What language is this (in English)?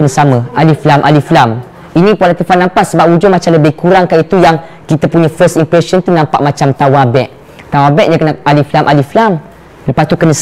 Malay